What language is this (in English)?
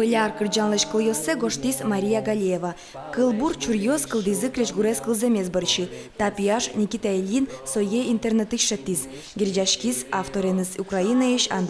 Udmurt